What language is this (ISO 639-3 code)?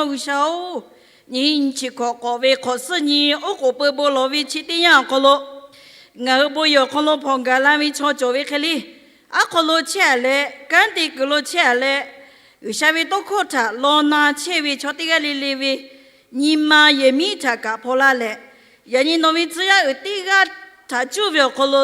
lhu